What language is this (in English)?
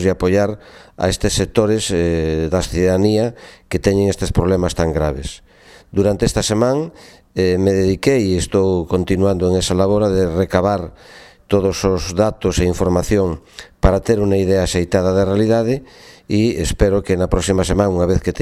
Galician